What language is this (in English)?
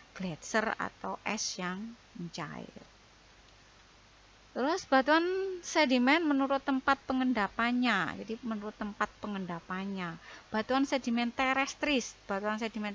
Indonesian